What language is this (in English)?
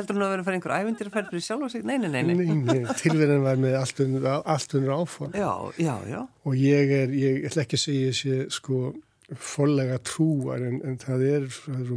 Icelandic